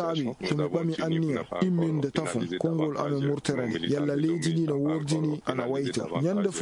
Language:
Fula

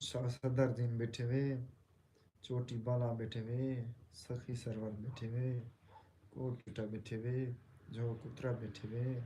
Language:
Saraiki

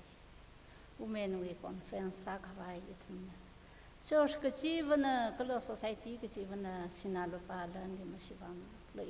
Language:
Tangkhul Naga (India)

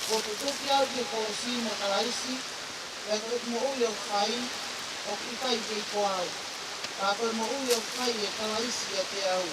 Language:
Tongan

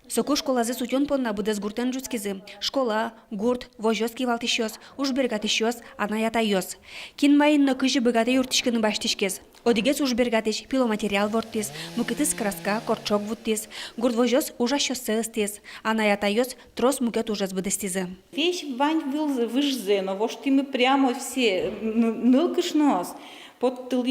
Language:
Udmurt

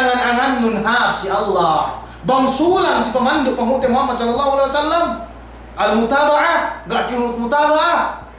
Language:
Yakan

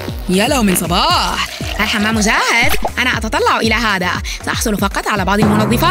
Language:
Arabic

